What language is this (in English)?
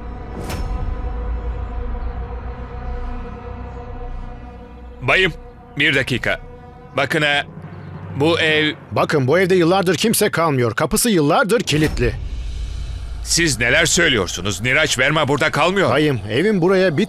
Turkish